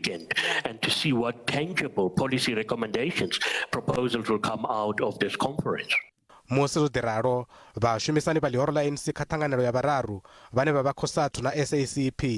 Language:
Venda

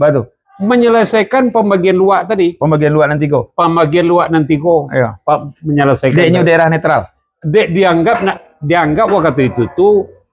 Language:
Minangkabau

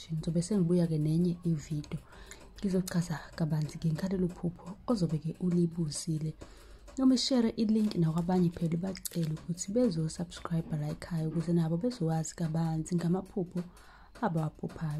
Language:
Zulu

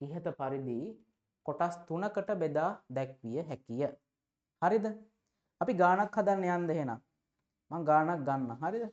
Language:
Sinhala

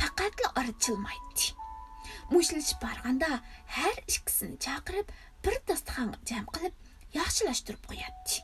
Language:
Uyghur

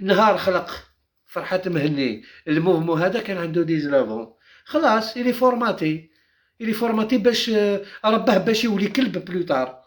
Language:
Algerian Arabic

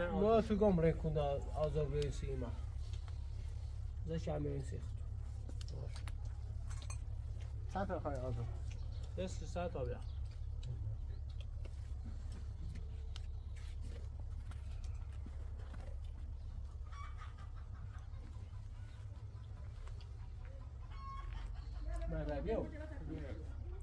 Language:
Persian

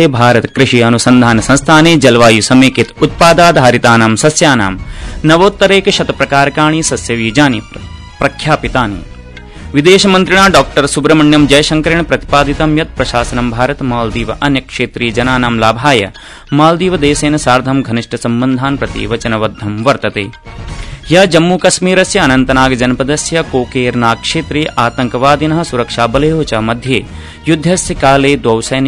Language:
Sanskrit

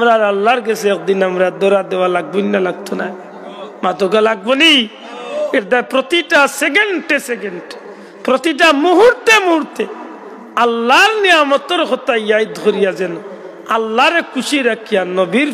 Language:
Sylheti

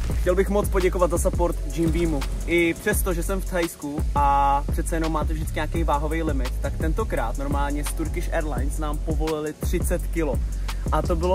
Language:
Czech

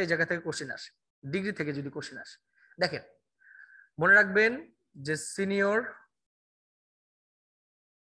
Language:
Bangla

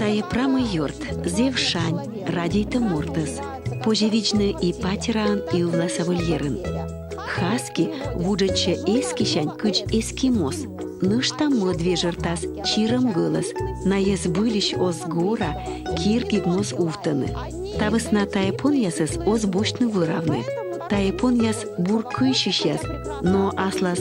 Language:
Komi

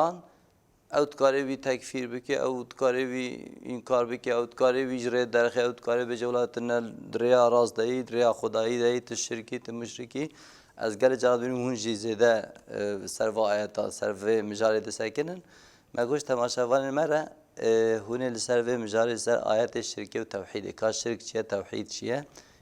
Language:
Kurdish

